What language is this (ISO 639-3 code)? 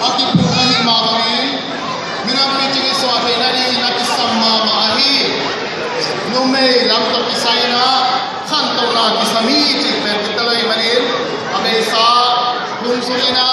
ctd